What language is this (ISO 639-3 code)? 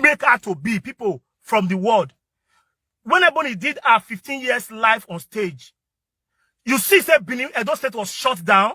pcm